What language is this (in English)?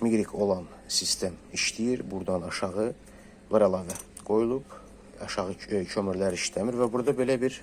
Azerbaijani